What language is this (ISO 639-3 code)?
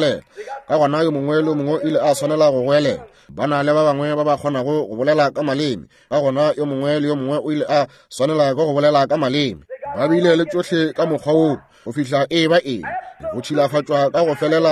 nso